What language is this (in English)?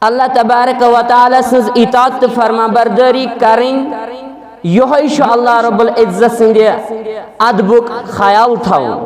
Kashmiri